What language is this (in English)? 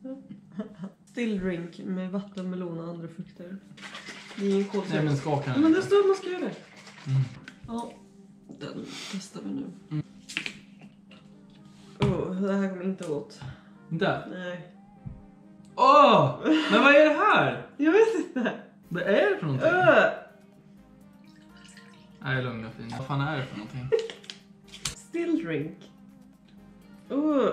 Swedish